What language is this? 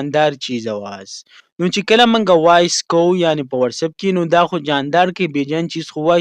Pashto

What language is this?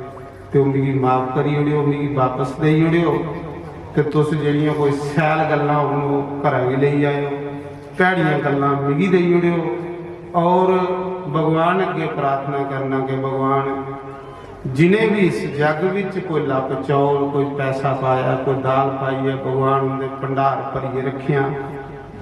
Dogri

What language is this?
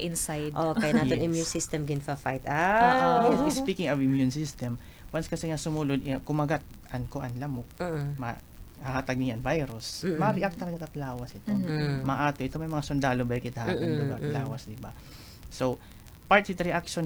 Waray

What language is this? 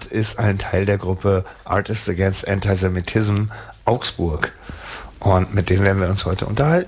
German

